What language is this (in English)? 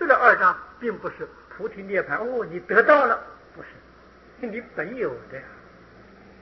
Chinese